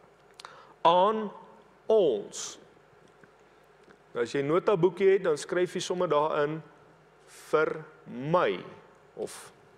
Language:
Afrikaans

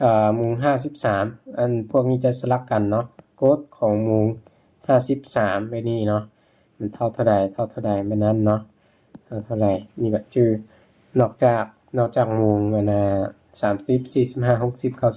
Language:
Lao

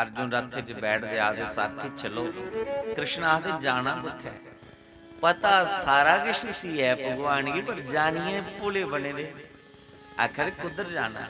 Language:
Dogri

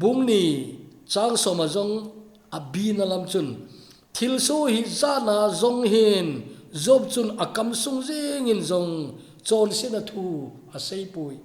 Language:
Thado Chin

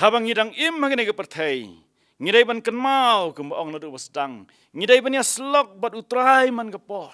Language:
Khasi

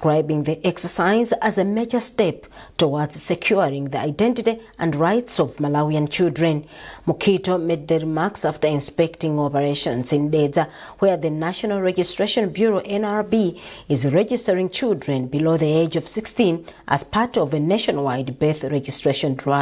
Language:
English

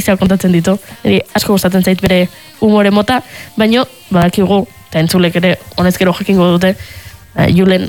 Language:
Basque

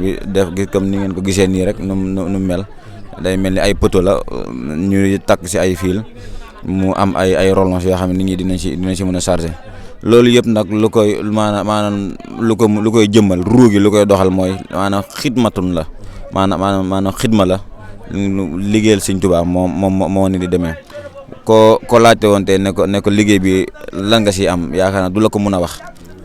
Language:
Wolof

